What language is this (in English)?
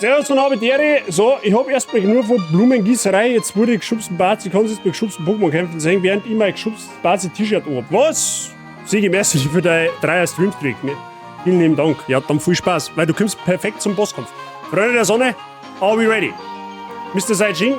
Bavarian